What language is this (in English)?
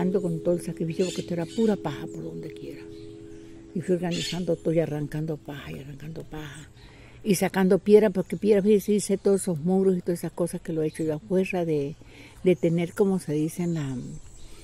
Spanish